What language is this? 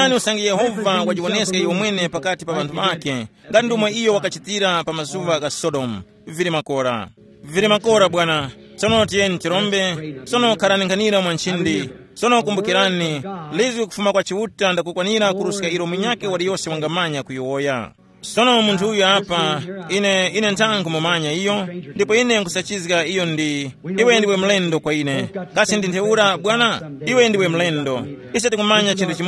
Tumbuka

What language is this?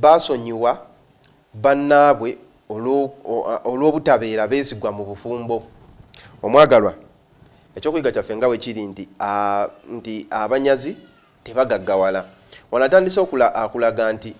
Ganda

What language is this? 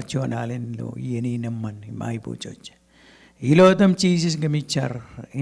Marshallese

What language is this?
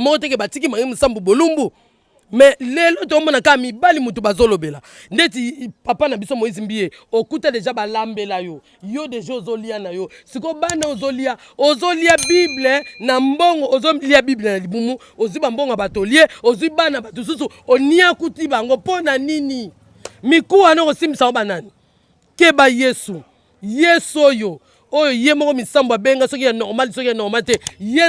Lingala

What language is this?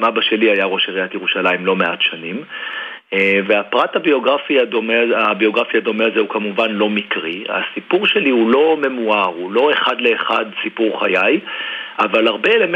Hebrew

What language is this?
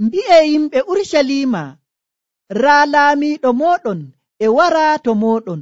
Nigerian Fulfulde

